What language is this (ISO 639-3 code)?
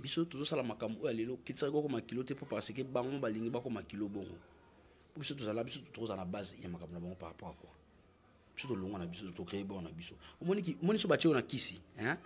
lin